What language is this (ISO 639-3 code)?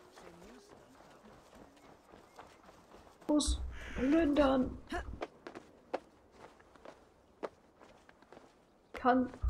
deu